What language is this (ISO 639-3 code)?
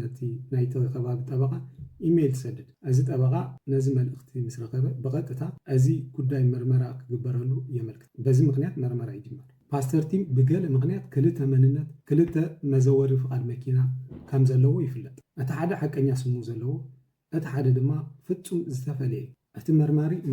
tir